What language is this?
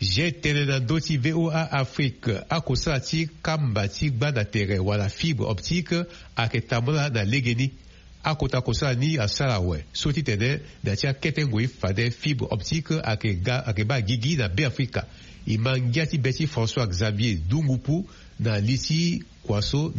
Sango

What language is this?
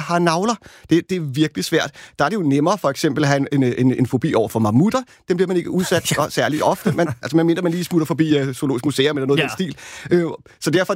Danish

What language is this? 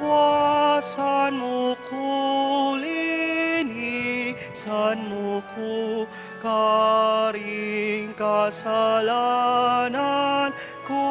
Pampanga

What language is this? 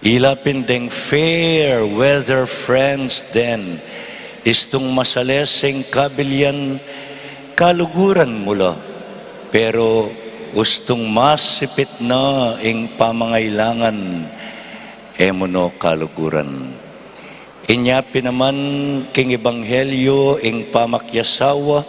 Pampanga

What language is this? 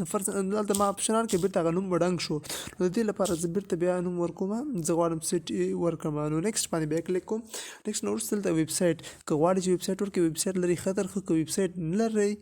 Pashto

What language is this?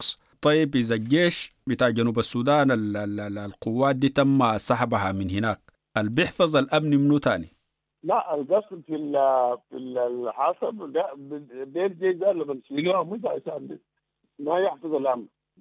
Sudanese Arabic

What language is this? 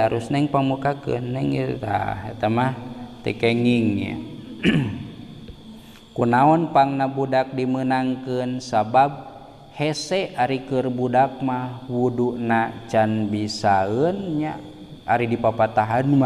Sundanese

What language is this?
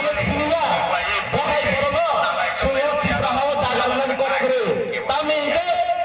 Kok Borok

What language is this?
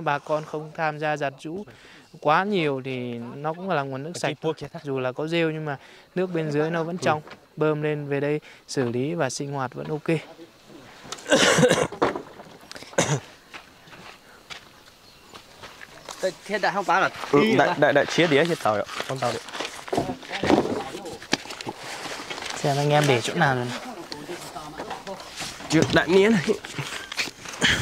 Vietnamese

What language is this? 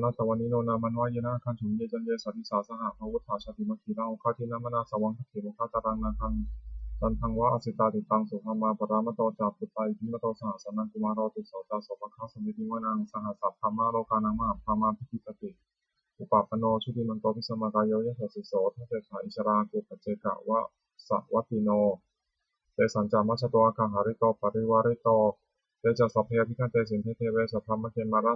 Pali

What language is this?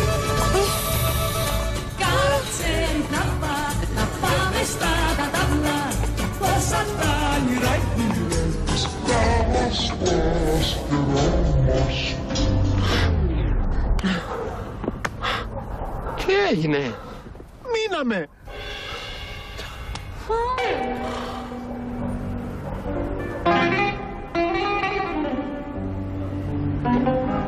Greek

